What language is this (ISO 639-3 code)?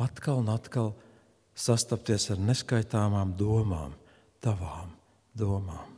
lav